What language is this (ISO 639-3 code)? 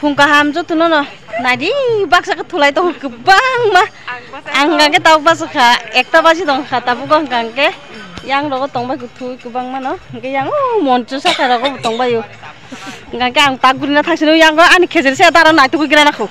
trp